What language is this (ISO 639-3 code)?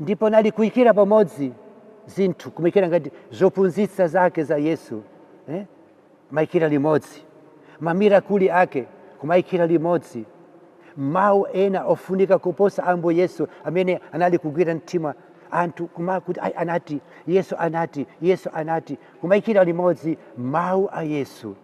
nya